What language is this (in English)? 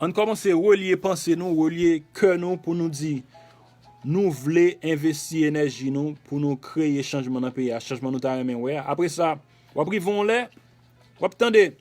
Haitian Creole